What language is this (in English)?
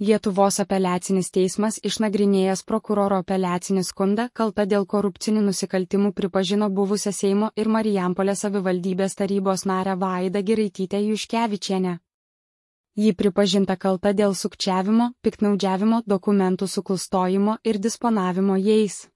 Lithuanian